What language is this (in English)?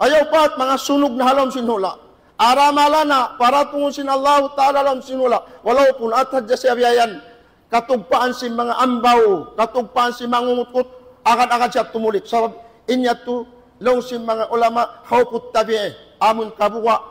Tausug